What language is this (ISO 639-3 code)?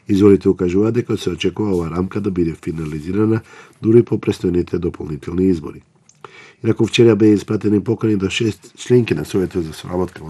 mkd